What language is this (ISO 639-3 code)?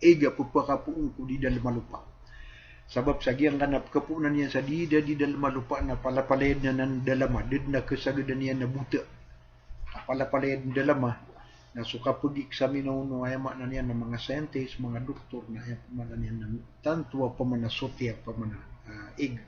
mrw